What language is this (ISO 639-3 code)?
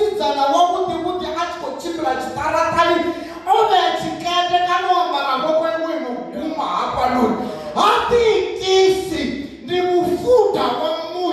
ven